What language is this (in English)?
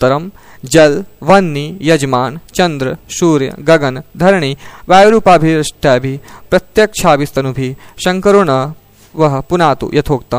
Sanskrit